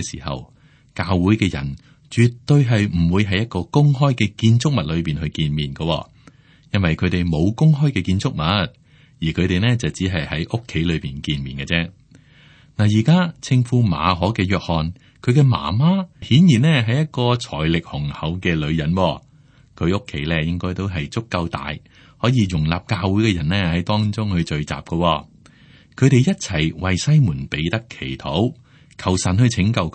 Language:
Cantonese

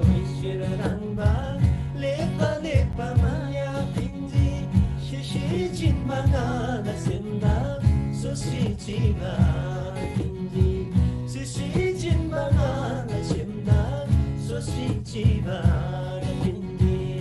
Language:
Eastern Tamang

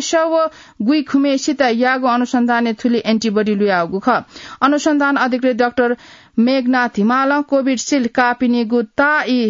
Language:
Newari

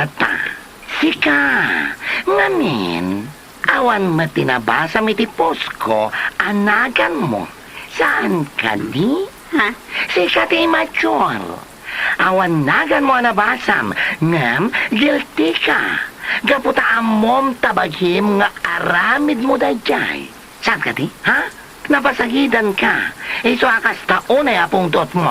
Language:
Iloko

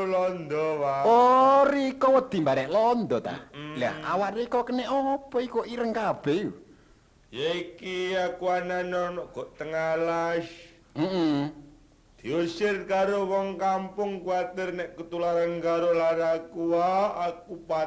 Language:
Javanese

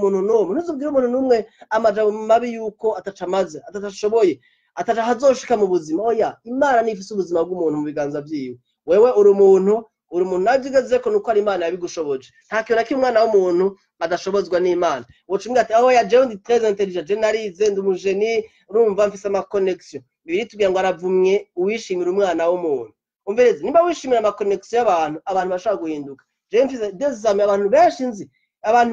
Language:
Rundi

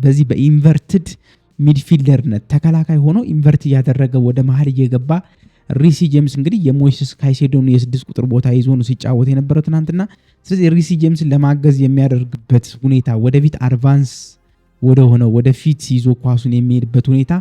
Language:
Amharic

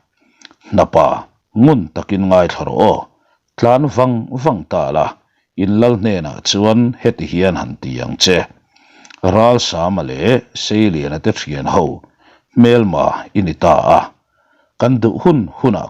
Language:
Mizo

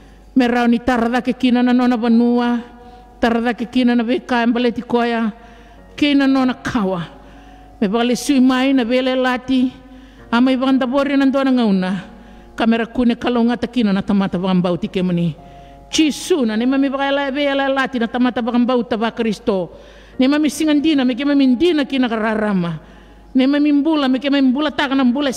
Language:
Fijian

